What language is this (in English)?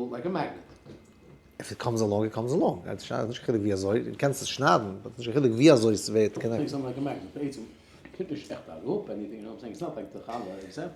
Yiddish